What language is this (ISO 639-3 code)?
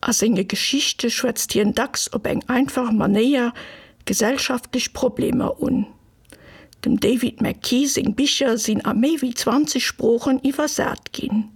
ltz